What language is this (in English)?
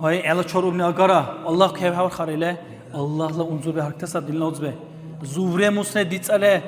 Dargwa